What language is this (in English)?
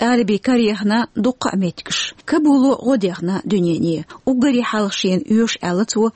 Chechen